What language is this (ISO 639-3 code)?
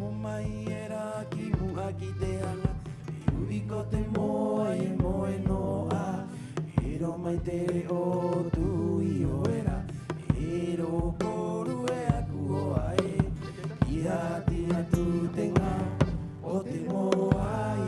rap